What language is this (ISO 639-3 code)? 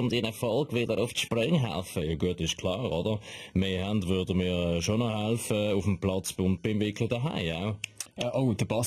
gsw